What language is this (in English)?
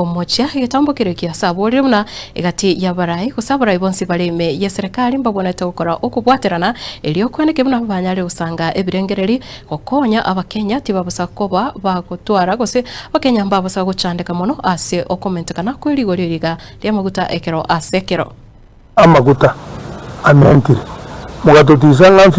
Gusii